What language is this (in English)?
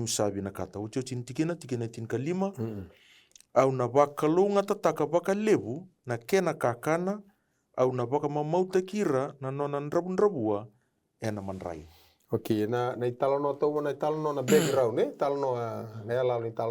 Fijian